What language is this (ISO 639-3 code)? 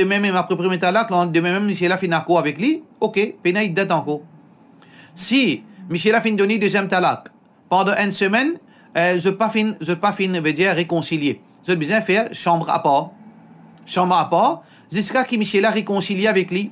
mfe